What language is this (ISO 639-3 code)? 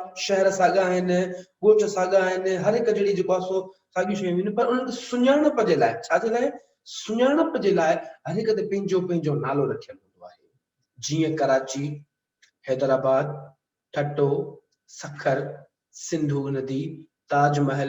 snd